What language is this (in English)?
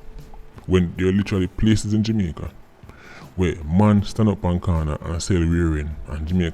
Jamaican Creole English